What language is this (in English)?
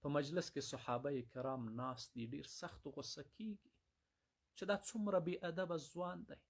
Pashto